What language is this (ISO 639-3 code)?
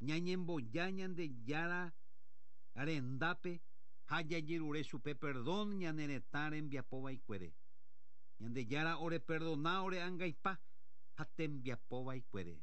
grn